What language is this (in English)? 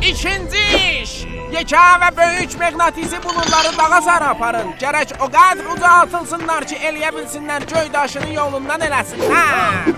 South Azerbaijani